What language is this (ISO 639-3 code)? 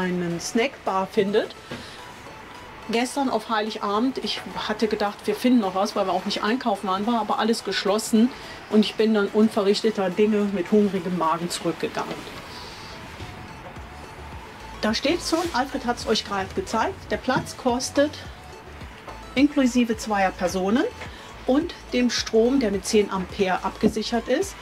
deu